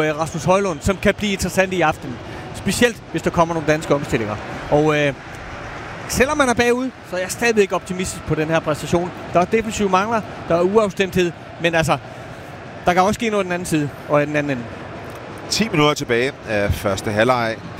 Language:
Danish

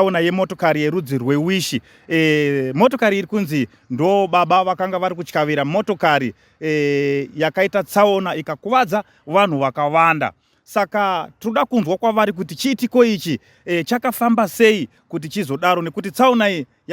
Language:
Shona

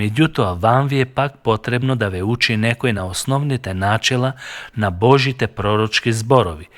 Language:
Macedonian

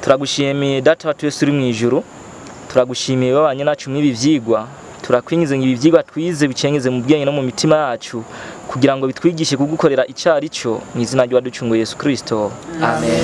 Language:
Rundi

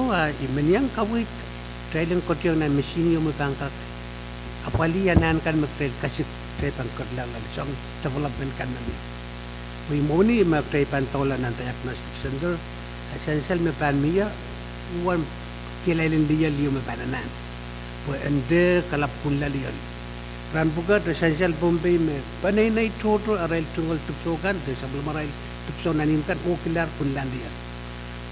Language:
Pohnpeian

